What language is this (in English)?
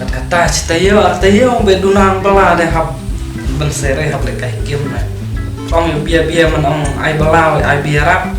Khasi